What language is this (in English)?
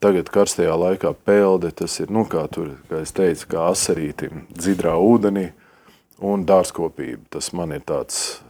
Latvian